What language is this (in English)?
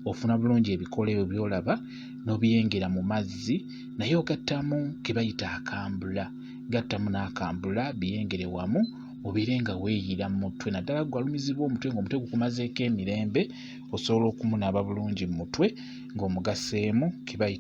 Ganda